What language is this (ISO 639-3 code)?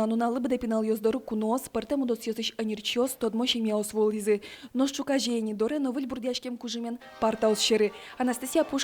udm